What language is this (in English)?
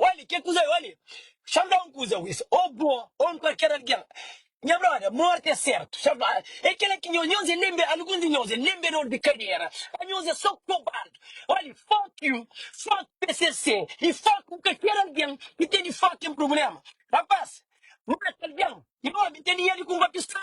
Kabuverdianu